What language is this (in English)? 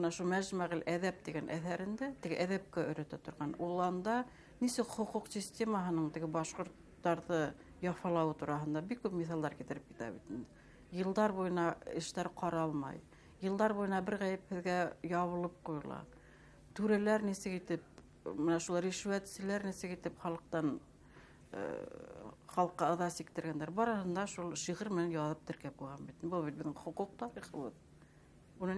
Bashkir